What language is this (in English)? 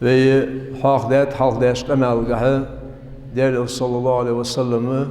Ingush